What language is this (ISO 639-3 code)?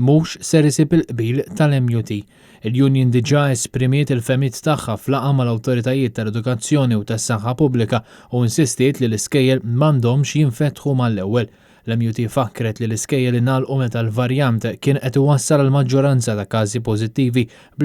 mlt